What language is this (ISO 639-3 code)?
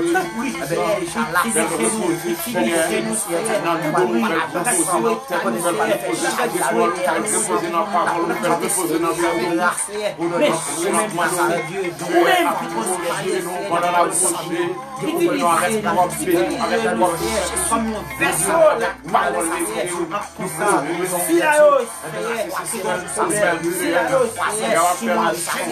hat